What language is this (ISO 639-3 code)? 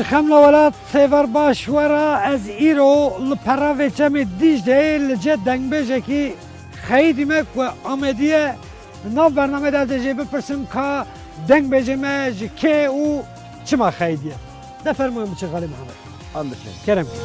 kur